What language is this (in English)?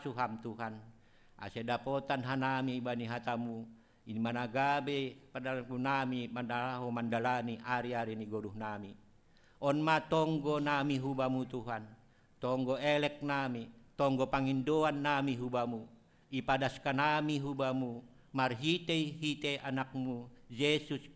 Batak Simalungun